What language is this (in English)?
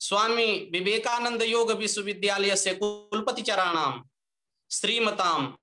Sanskrit